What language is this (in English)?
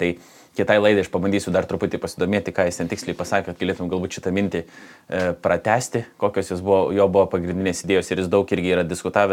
Lithuanian